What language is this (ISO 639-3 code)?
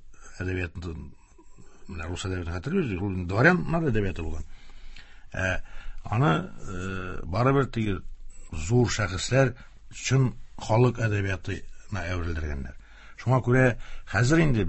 tat